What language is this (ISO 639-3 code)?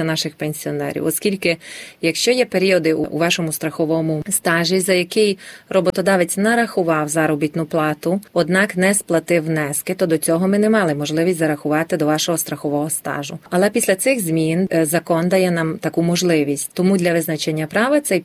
ukr